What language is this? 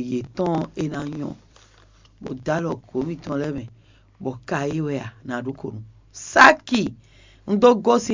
Fon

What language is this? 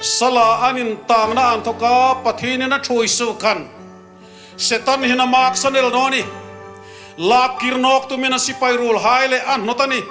Hmar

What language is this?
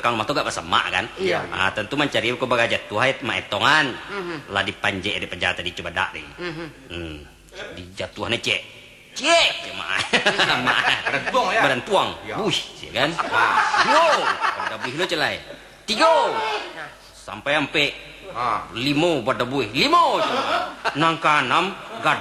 Minangkabau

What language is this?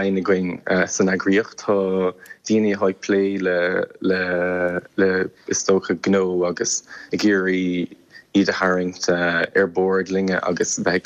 Irish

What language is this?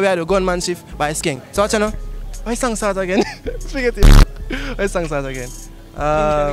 Jamaican Creole English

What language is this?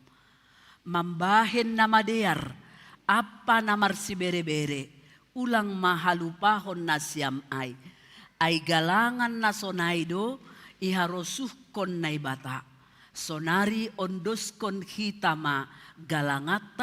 Batak Simalungun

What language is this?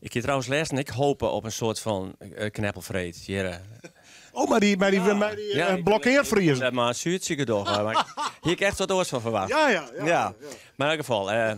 Western Frisian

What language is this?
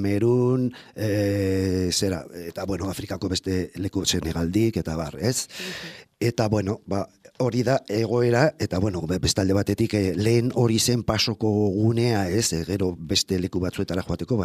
Basque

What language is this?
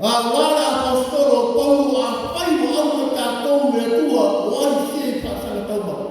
Samoan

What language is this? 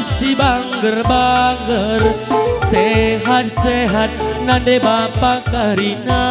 Batak Karo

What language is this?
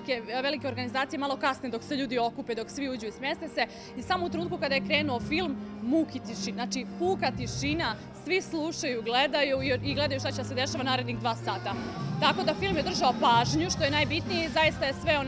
Serbian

